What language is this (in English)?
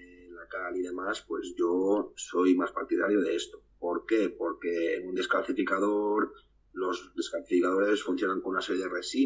Spanish